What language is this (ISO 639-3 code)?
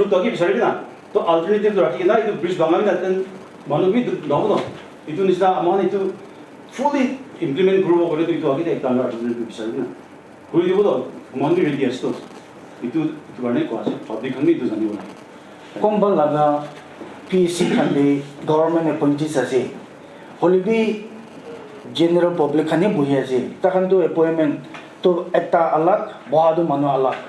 nag